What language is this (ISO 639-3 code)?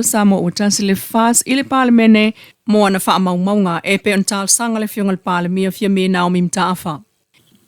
smo